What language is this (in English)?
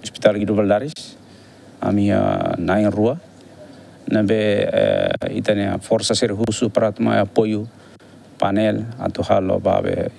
Tetum